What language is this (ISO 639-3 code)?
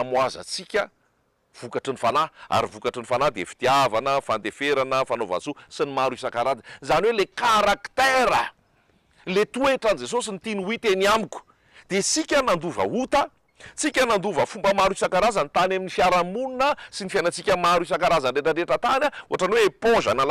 mlg